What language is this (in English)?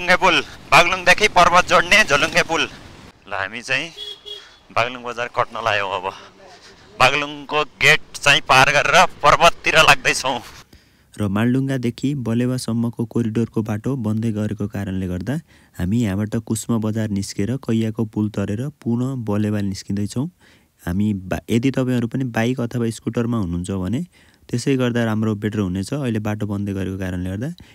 Nepali